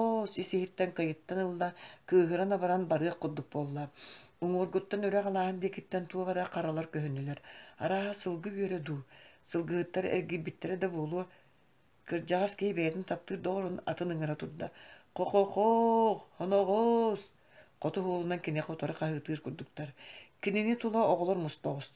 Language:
Yakut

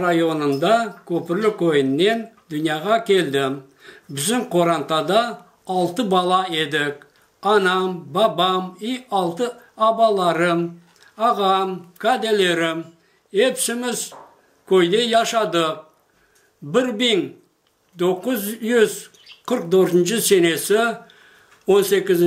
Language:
Crimean Tatar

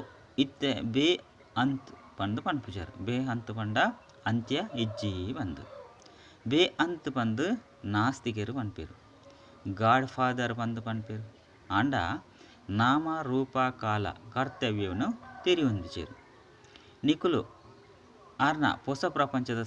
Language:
Tulu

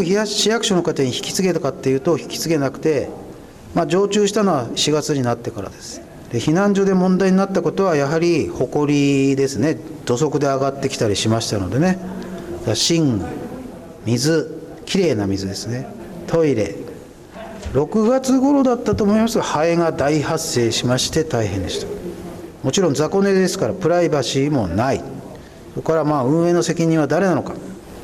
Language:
Japanese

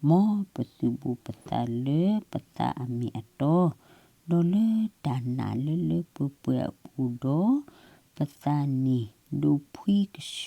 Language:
S'gaw Karen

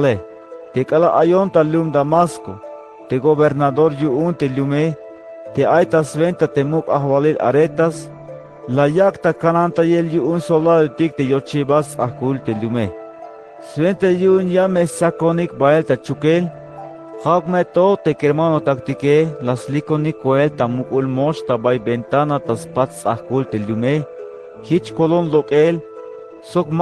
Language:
Tzeltal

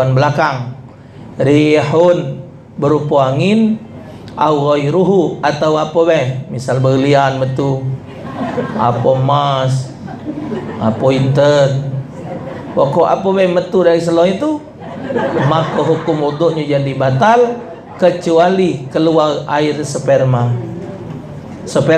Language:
Musi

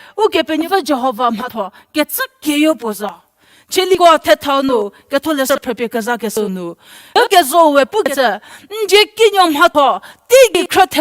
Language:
Angami Naga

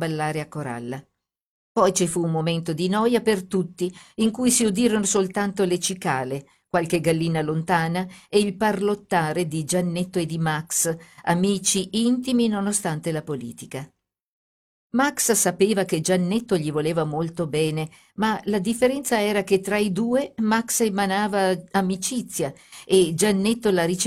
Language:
Italian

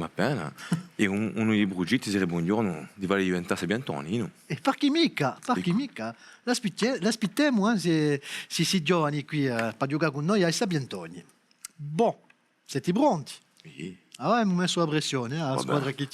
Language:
Corsican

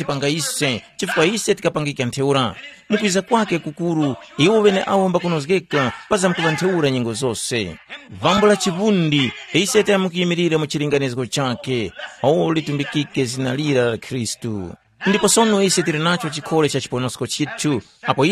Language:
Tumbuka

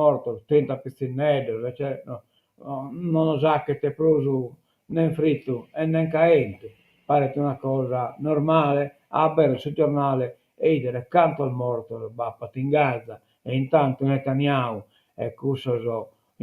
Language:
Sardinian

